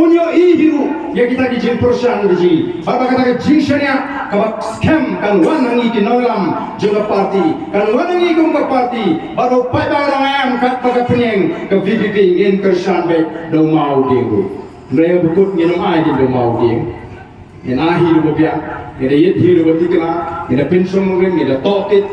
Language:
Khasi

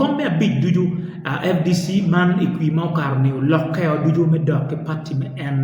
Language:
Acoli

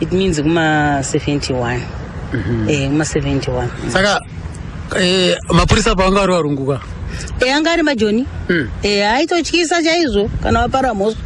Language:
Shona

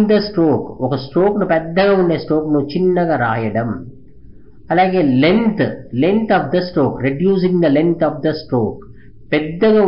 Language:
Telugu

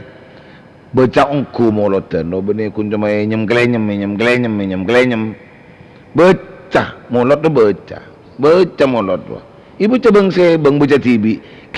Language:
Madurese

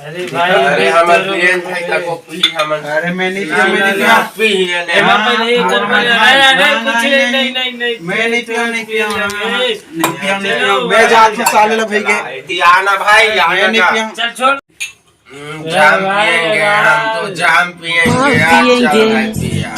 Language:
Chhattisgarhi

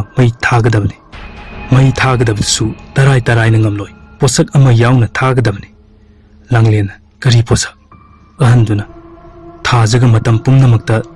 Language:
Manipuri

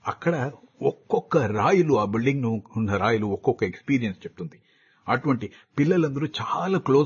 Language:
Telugu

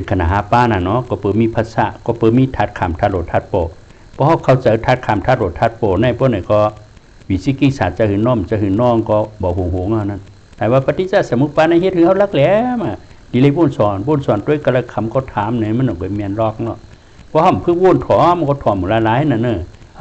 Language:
Shan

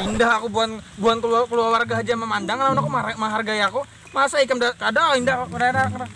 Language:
Banjar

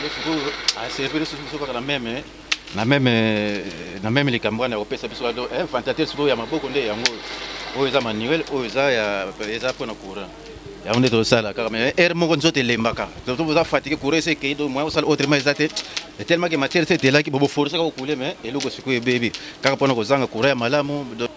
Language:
Lingala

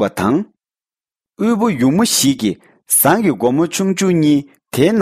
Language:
Tibetan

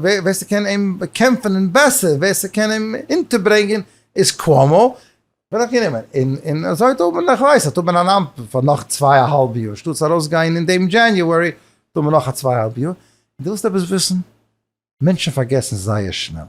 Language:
Yiddish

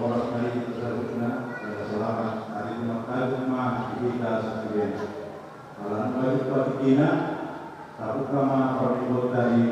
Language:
Batak Toba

